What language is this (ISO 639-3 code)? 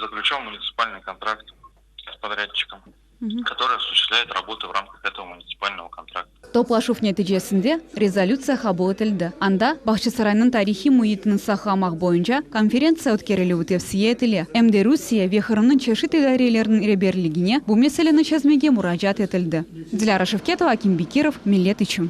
crh